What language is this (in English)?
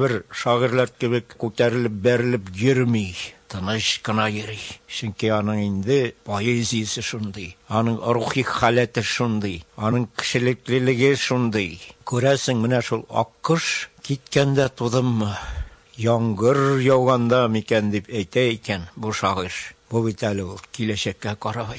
Tatar